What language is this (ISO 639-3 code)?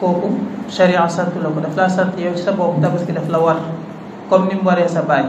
wol